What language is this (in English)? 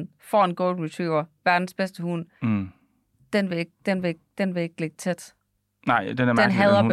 Danish